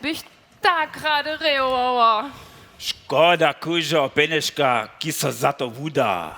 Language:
Upper Sorbian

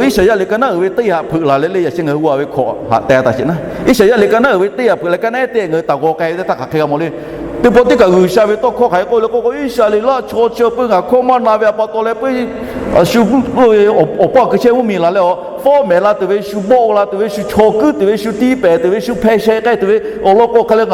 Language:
Lahu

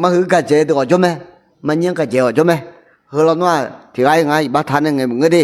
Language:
Akha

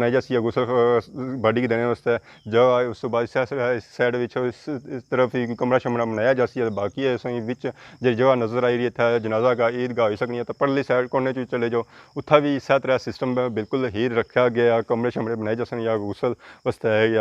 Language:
Pahari-Potwari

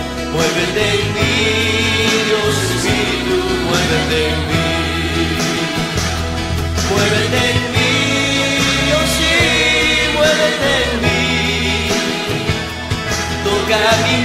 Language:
Spanish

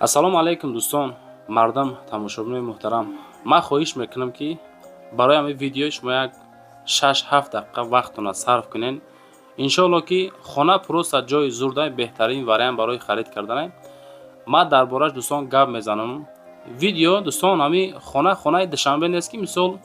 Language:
Tajik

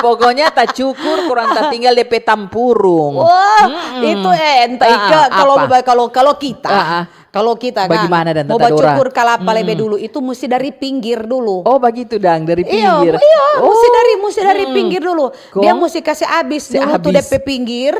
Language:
Manado Malay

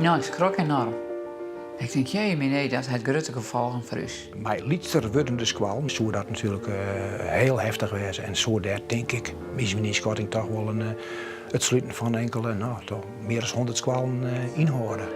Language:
Western Frisian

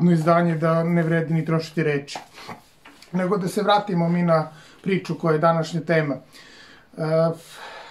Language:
Serbian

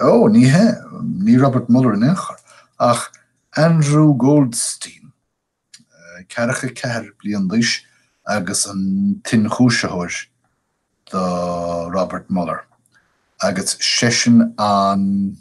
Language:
Irish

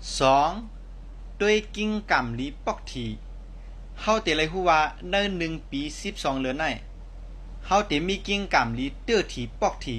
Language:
Shan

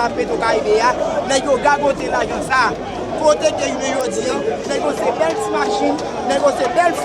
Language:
Haitian Creole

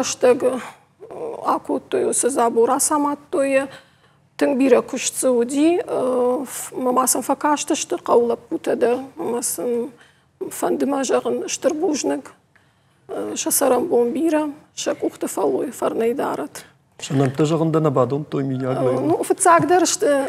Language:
Ossetic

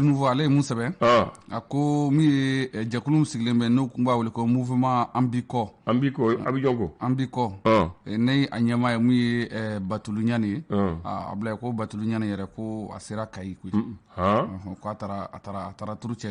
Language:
Bambara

